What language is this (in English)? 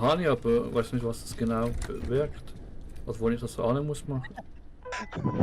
Swiss German